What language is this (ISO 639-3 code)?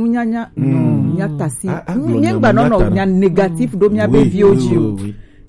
gej